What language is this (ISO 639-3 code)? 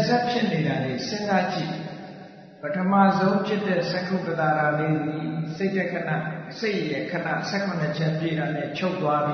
mya